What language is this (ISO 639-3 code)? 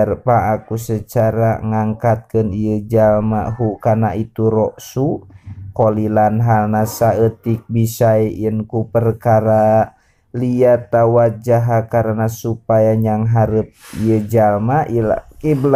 sun